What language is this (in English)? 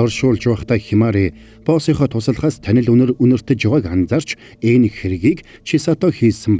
Mongolian